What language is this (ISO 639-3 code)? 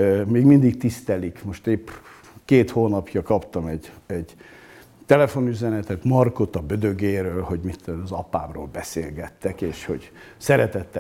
hun